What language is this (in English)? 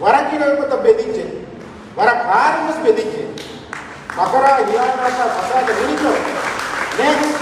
Divehi